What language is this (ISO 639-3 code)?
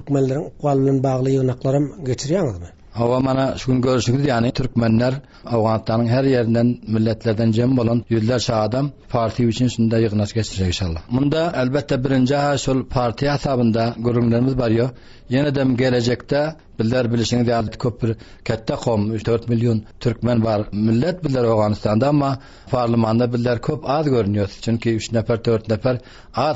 tuk